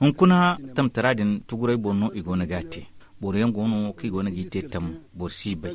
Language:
Zarma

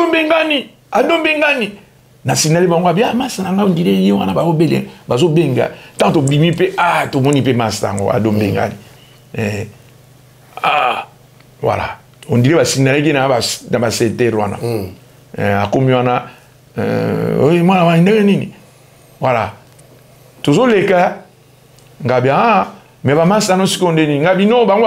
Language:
Lingala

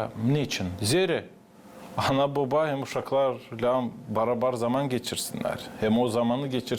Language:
Gagauz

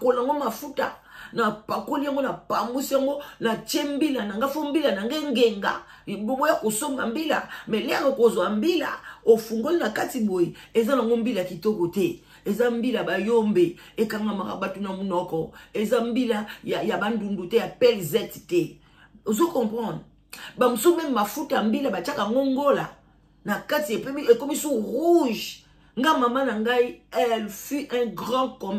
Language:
Lingala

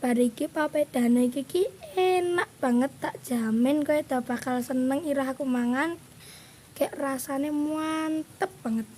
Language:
Javanese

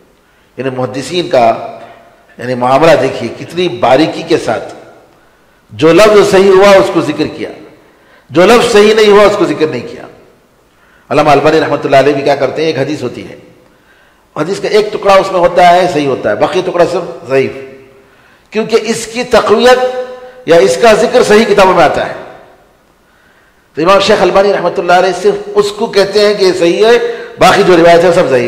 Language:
Urdu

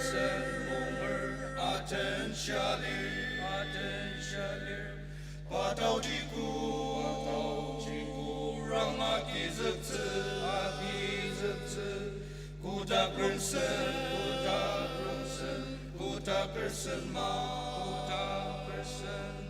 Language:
Ao Naga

